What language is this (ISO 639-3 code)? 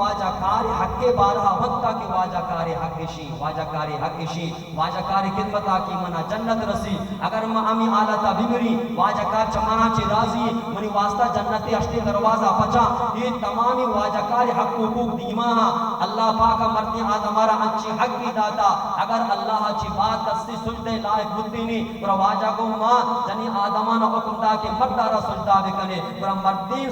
bal